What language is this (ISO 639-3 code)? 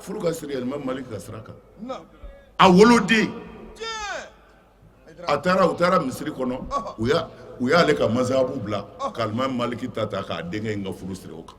bam